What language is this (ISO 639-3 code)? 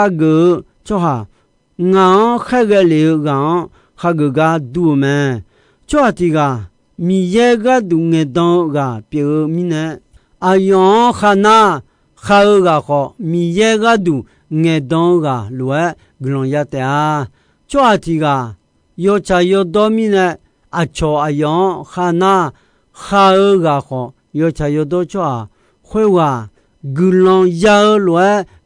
ahk